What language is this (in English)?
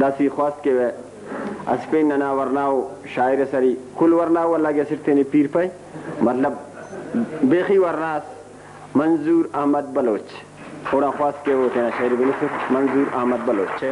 Brahui